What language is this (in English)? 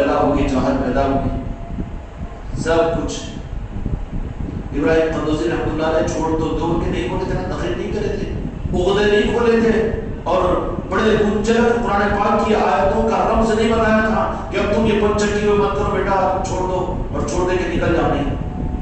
Urdu